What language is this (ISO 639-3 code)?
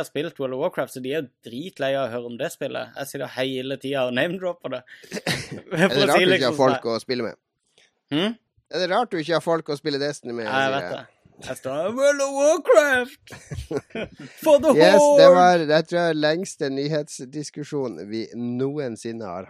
nor